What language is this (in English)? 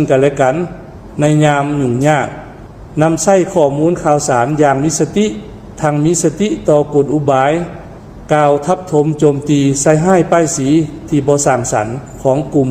Lao